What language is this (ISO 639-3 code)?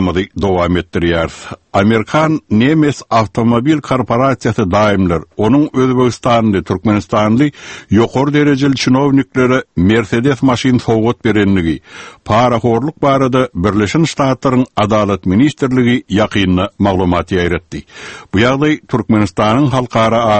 tuk